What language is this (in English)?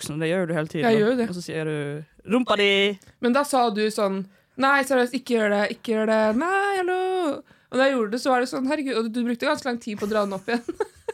Norwegian